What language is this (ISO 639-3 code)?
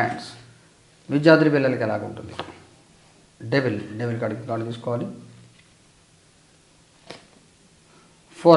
tel